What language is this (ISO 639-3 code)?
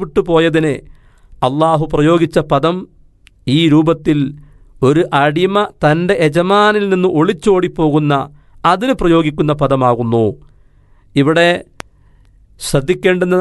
mal